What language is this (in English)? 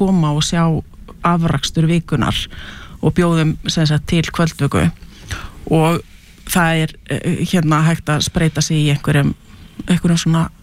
Icelandic